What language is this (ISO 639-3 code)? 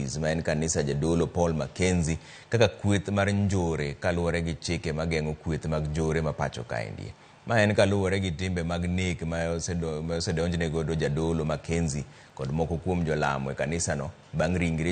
luo